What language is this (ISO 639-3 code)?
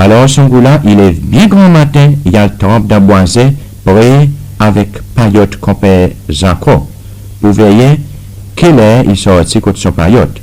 crs